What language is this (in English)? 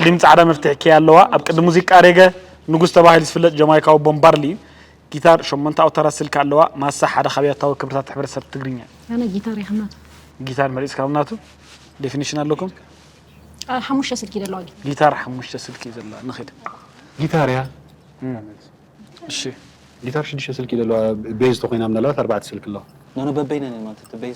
Tigrinya